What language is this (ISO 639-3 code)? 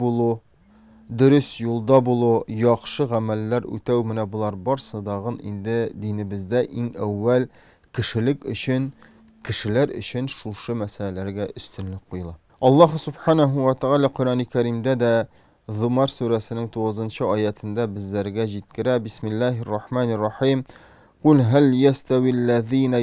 tat